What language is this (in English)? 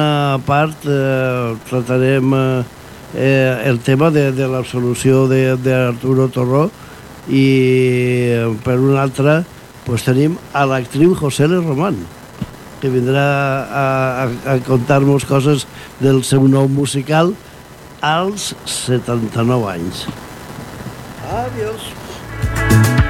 Catalan